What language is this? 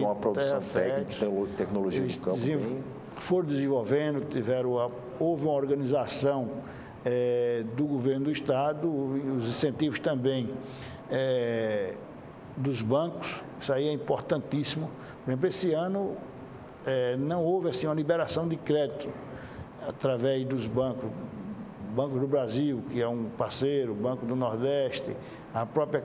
Portuguese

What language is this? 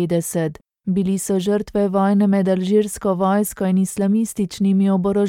Slovenian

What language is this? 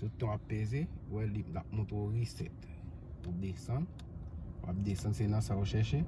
Haitian Creole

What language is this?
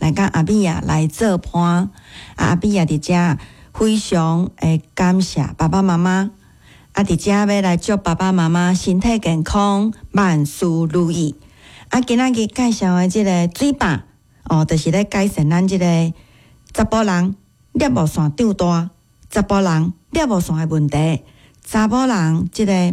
Min Nan Chinese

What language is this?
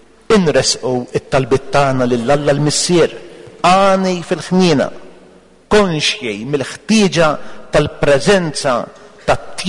Maltese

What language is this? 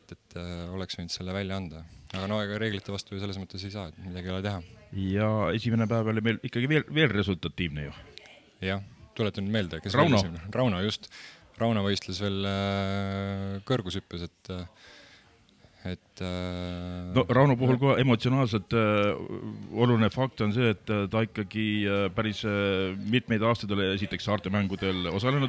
Estonian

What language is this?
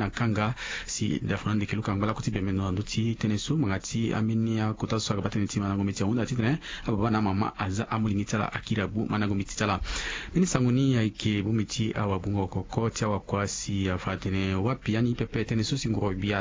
Sango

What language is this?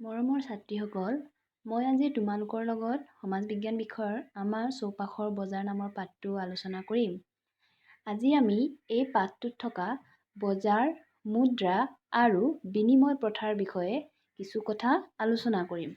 Assamese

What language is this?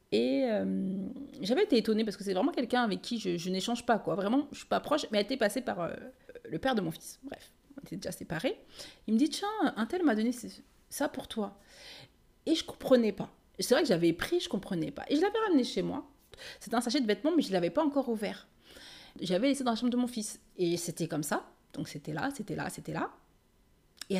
French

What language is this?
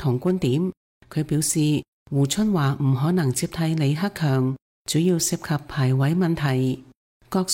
Cantonese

